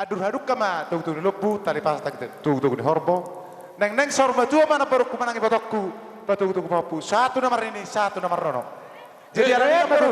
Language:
Batak Toba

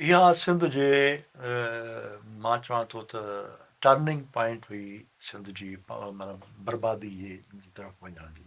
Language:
Sindhi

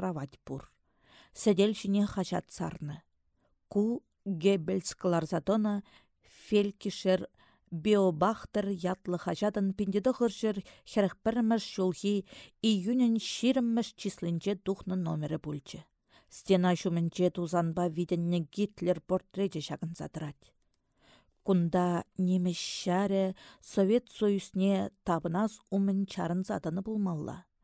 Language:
Chuvash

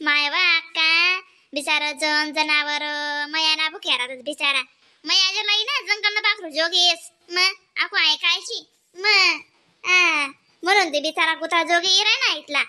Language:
Khandesi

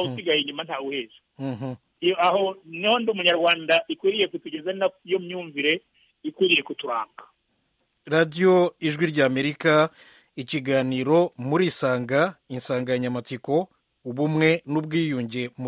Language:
Kinyarwanda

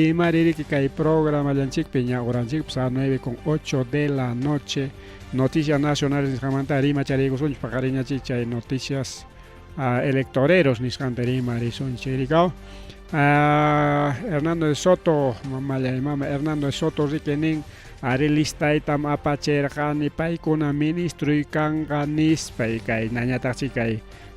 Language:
Ayacucho Quechua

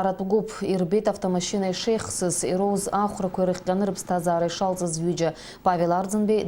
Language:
Abkhazian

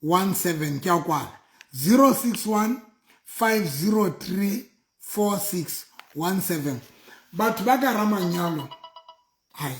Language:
Southern Sotho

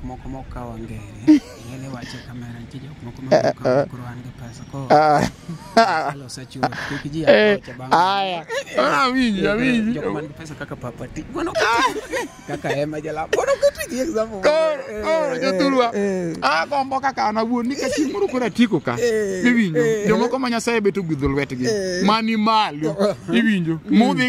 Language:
Luo (Kenya and Tanzania)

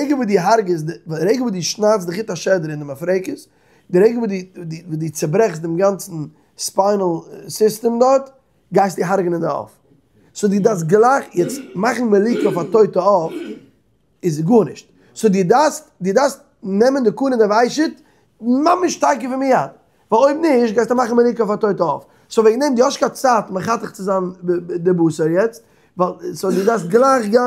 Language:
Yiddish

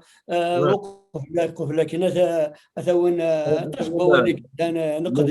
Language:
Kabyle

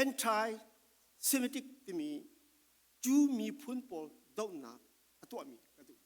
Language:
Falam Chin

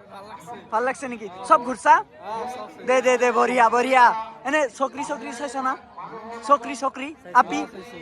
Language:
Assamese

